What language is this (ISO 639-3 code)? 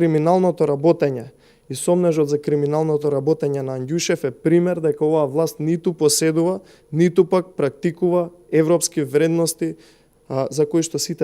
mkd